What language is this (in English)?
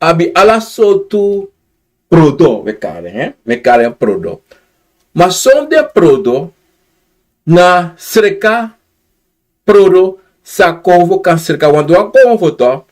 Sranan Tongo